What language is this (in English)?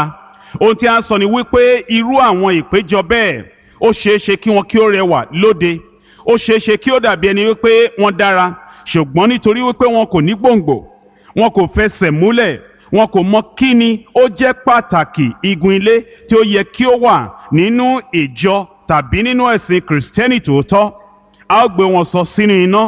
Yoruba